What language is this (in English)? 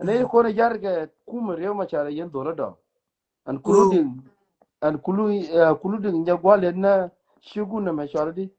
Nuer